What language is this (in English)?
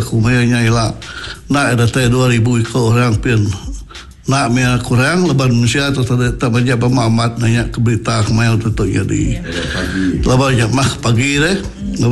Iban